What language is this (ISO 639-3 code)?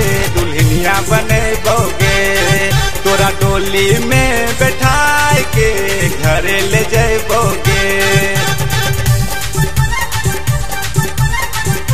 bho